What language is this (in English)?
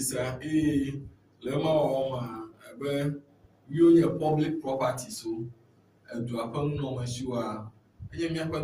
Ewe